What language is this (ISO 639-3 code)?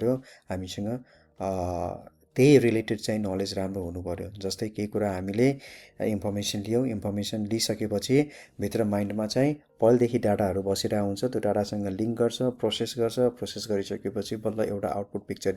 nep